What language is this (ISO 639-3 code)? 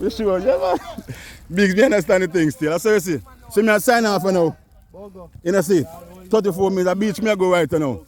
jam